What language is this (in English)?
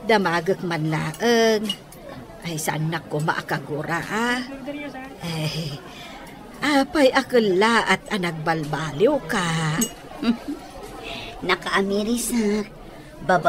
Iloko